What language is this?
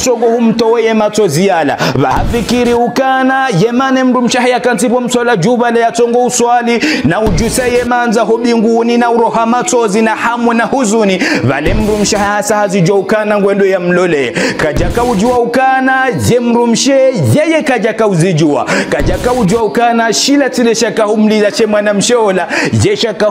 Ngazidja Comorian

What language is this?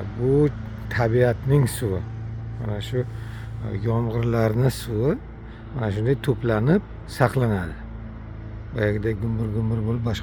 Uzbek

